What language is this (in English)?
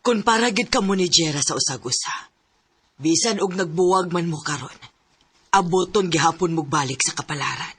Cebuano